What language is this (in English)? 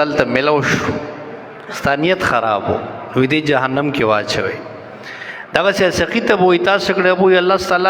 Pashto